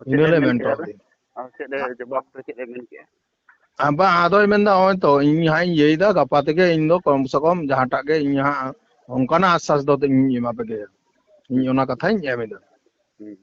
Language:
Santali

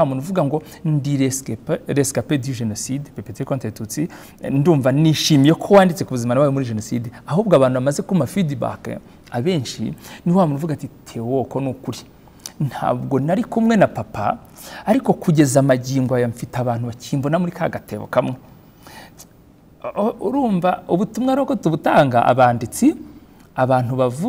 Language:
Kinyarwanda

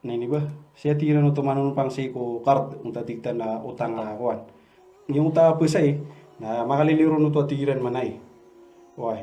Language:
Maranao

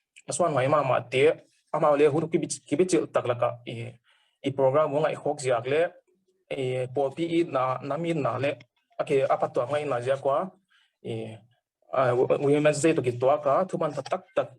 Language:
Paite Chin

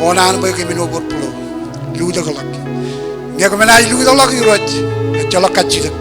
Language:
Marshallese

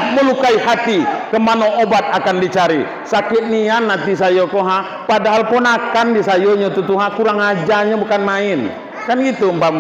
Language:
Minangkabau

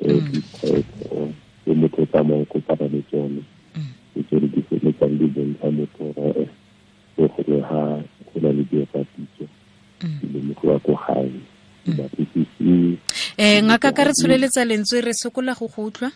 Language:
Tswana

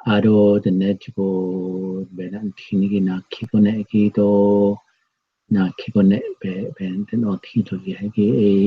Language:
Navajo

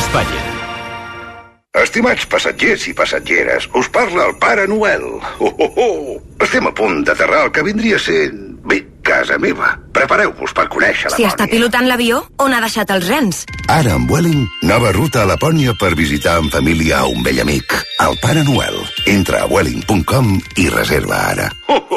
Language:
Catalan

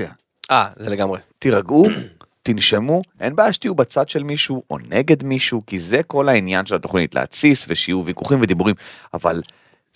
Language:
Hebrew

